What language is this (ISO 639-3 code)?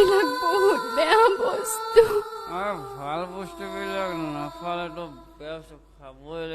asm